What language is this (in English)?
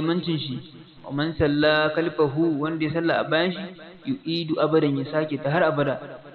Hausa